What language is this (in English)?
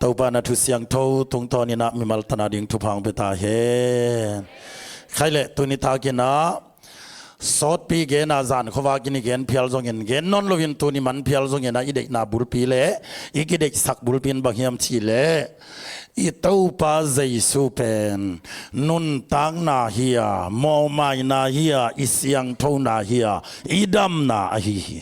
Tedim Chin